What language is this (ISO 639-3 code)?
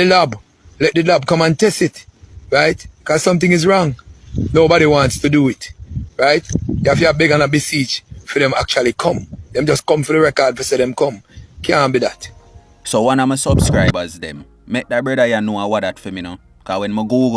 jam